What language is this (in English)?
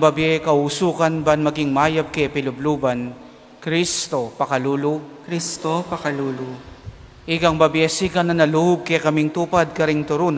Pampanga